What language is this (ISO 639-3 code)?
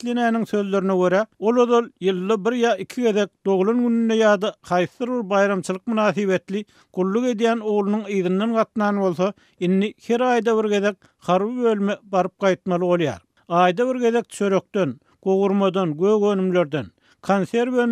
tuk